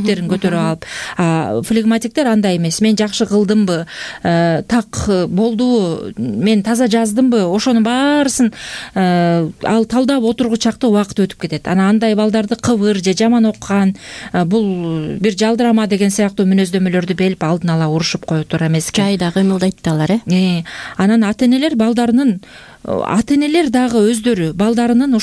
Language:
Kyrgyz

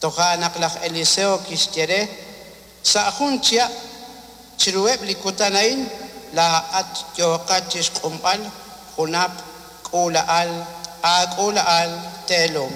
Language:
Kekchí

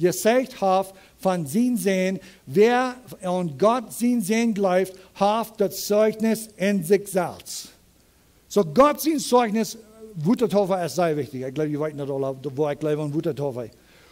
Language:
Plautdietsch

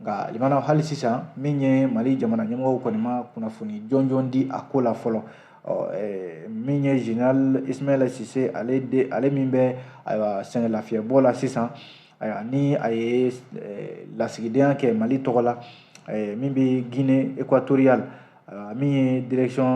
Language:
Bambara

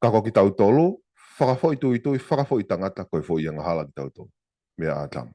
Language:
Tongan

